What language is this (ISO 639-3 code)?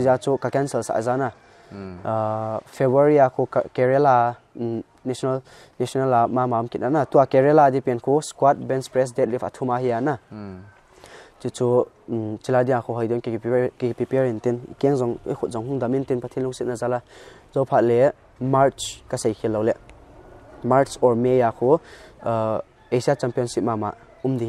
pck